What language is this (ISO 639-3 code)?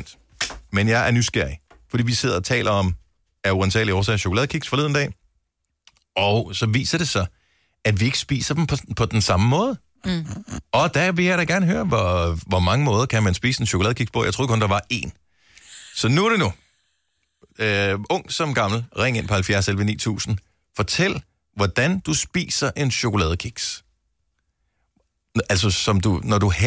dan